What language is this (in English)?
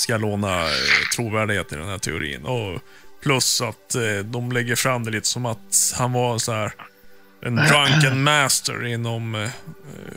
Swedish